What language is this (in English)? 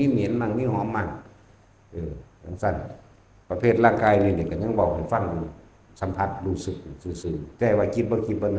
Northeastern Thai